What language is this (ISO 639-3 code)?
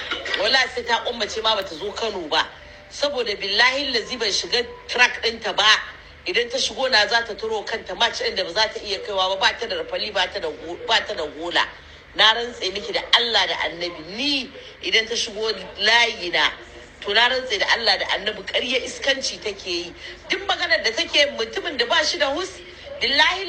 hau